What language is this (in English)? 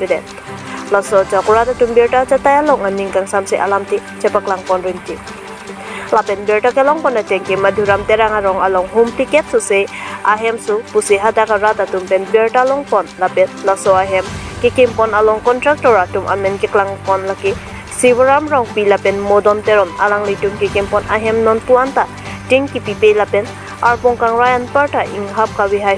Karbi